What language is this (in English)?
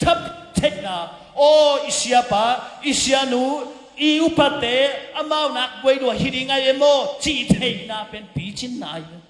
Tedim Chin